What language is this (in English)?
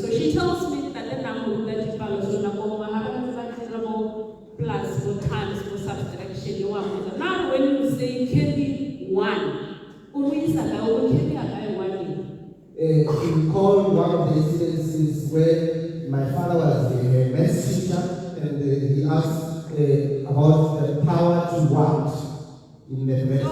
Tswana